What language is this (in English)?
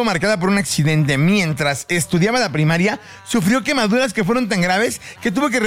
Spanish